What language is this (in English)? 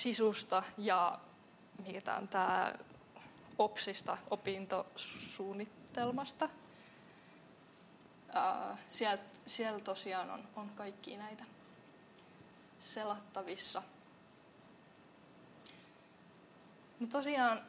Finnish